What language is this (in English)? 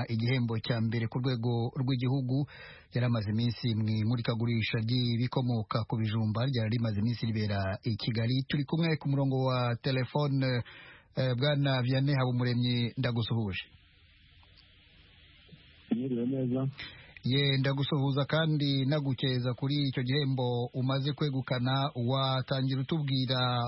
Kinyarwanda